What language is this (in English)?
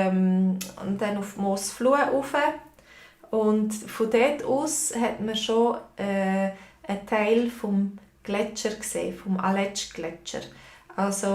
Swiss German